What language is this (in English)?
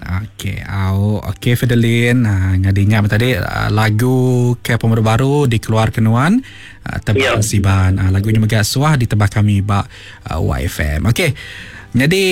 Iban